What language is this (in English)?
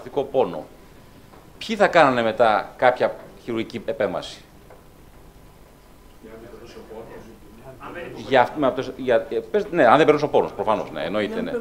Greek